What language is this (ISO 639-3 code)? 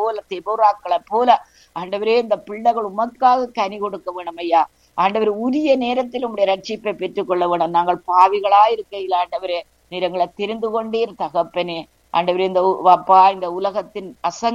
tam